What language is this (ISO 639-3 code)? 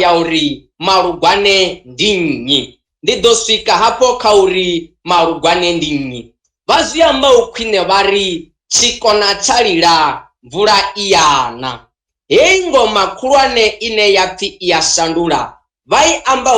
ven